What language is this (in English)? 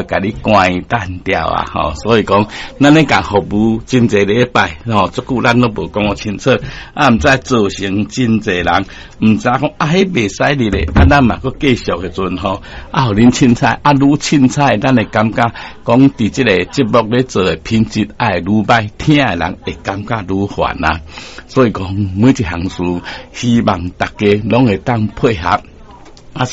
Min Nan Chinese